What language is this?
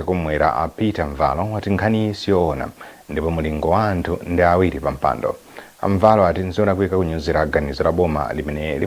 Nyanja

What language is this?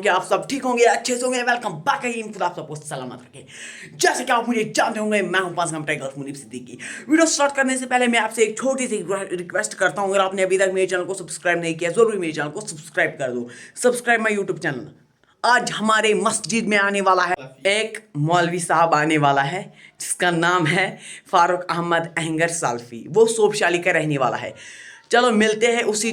Kashmiri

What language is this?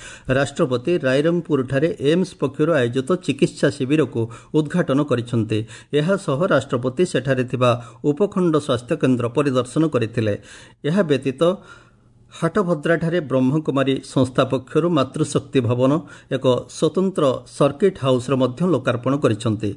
Odia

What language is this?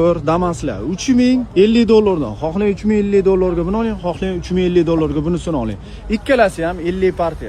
Uzbek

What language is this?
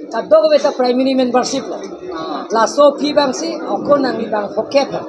Karbi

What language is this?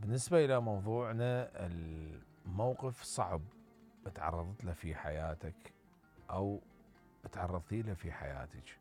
Mesopotamian Arabic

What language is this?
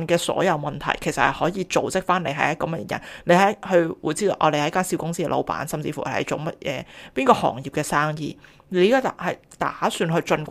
Cantonese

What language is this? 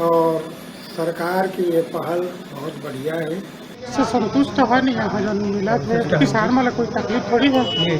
Chhattisgarhi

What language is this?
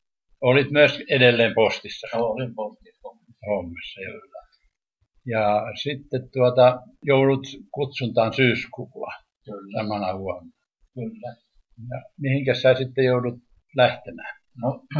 Finnish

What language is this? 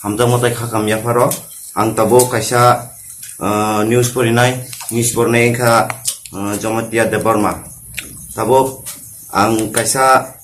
Kok Borok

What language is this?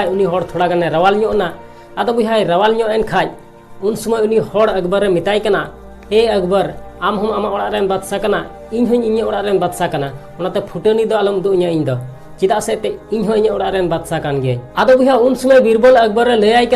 Santali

